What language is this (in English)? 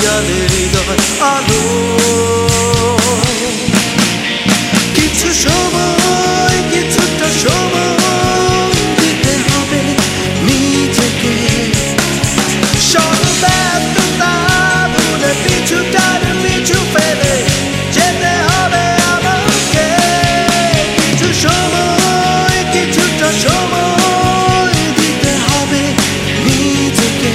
Bangla